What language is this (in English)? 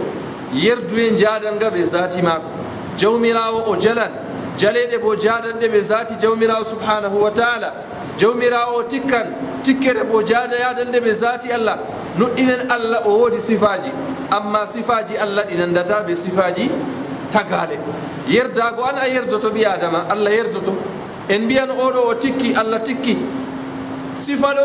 Fula